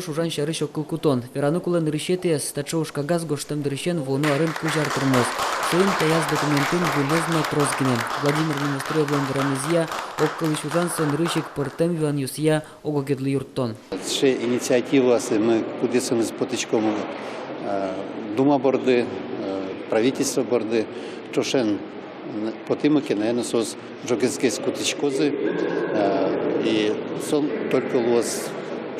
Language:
Udmurt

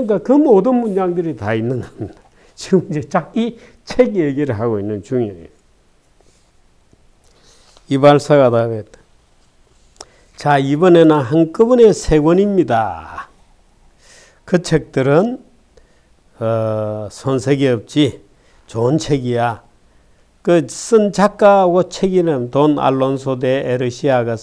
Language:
Korean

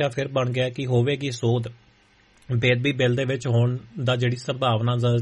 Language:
Punjabi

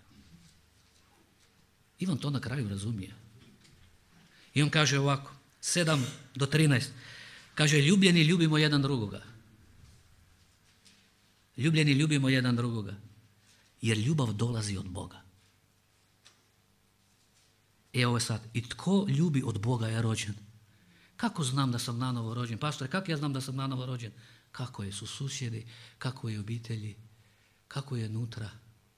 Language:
Croatian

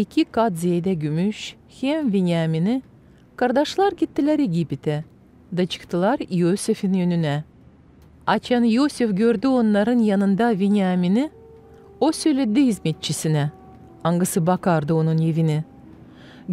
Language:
Gagauz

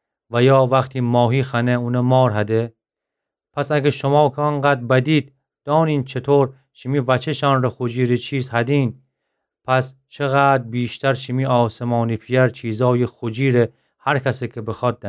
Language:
Gilaki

